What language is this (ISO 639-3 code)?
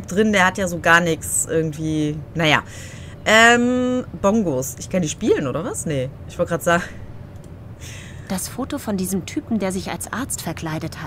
deu